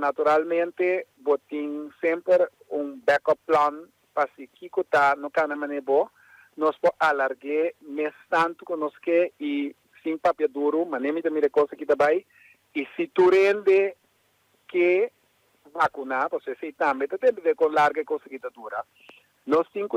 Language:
Papiamento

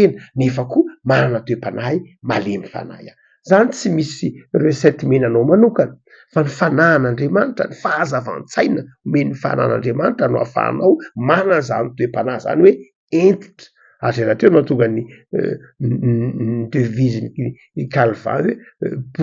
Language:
Malagasy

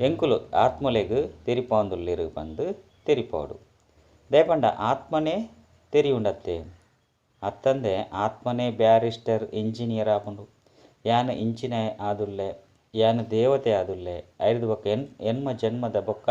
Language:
Tulu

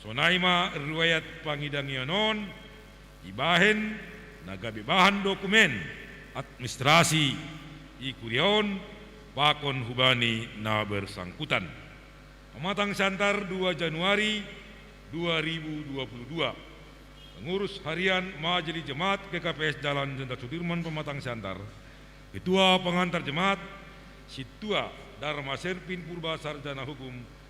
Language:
Batak Simalungun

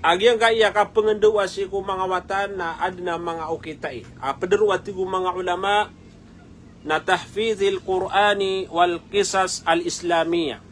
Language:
Maranao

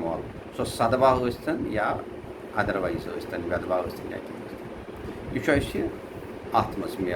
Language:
Kashmiri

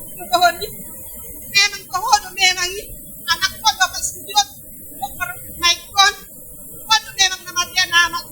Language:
Batak Toba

